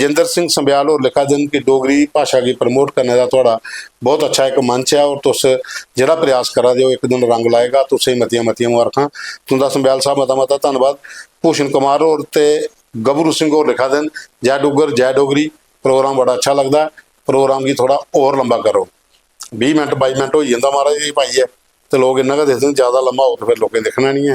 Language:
Dogri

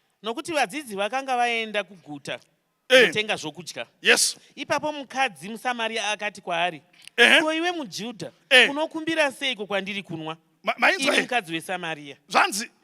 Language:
Shona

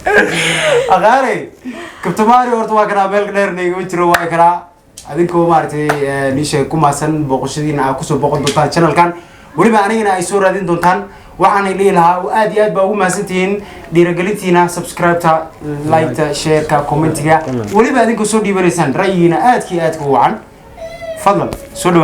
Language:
Somali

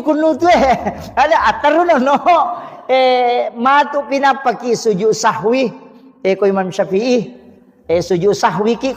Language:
Buginese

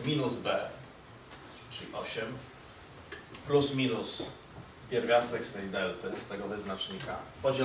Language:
Polish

